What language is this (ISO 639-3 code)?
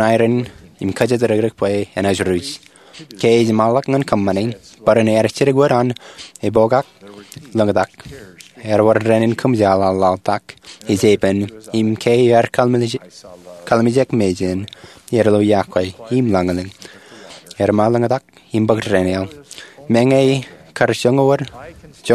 mah